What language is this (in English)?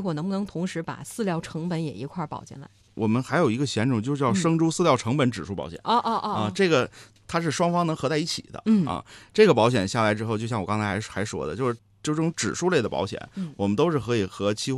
Chinese